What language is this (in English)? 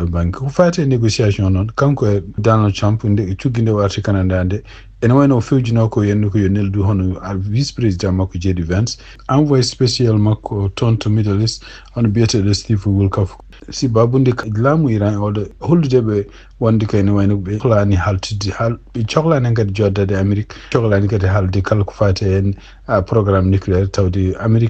Fula